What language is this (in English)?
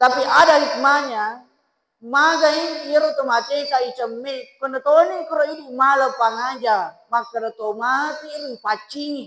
Buginese